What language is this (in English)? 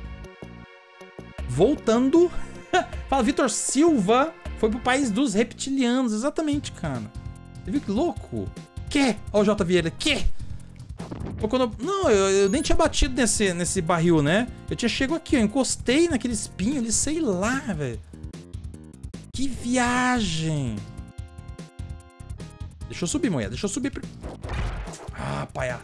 Portuguese